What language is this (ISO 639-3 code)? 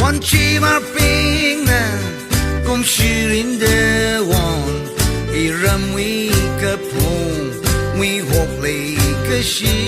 nmf